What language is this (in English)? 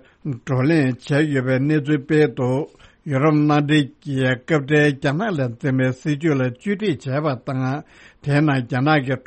Tibetan